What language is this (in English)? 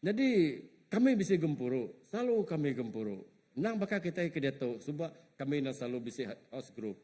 Iban